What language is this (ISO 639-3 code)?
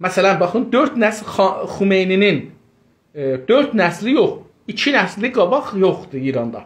azb